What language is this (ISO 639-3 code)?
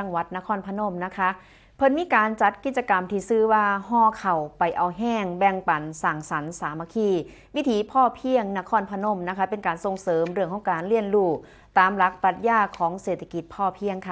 tts